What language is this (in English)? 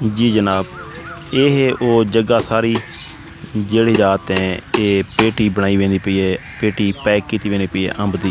Saraiki